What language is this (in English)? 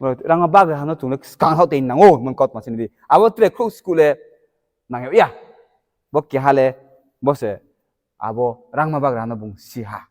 Riang (India)